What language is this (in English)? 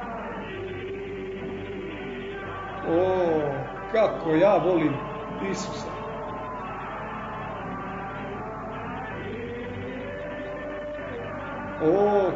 Croatian